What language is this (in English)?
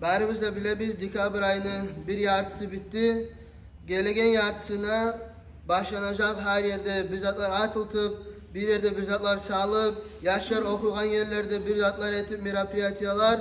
Kumyk